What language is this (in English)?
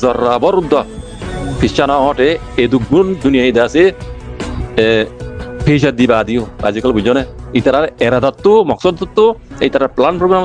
Rohingya